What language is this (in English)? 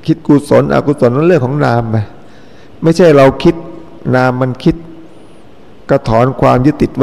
Thai